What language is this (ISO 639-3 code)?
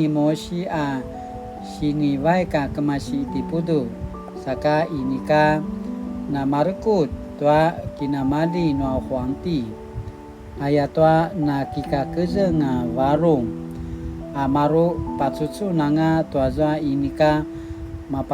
pwn